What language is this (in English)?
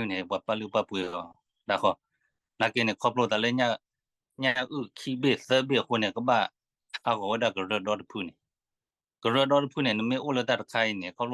S'gaw Karen